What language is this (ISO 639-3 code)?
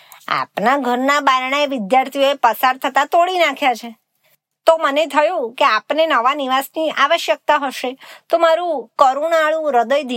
guj